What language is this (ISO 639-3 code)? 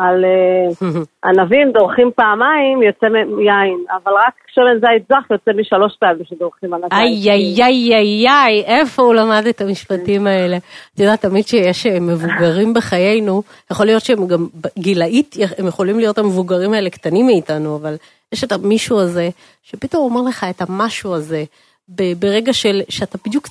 heb